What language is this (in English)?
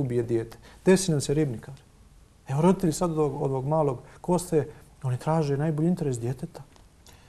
Bosnian